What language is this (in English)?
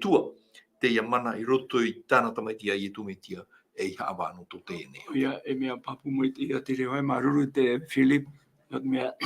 Tahitian